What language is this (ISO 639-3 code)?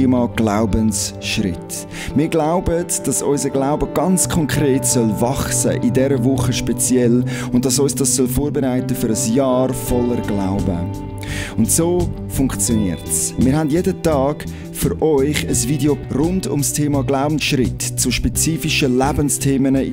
gsw